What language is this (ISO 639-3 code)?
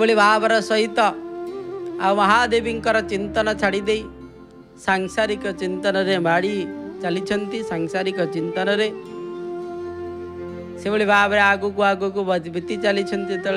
ori